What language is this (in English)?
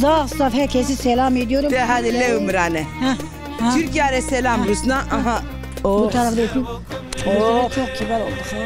Zaza